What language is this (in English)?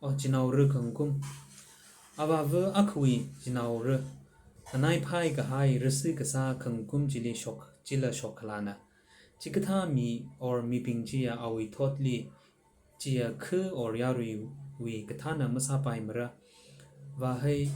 Tangkhul Naga (India)